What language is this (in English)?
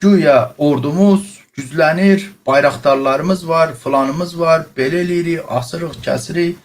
Azerbaijani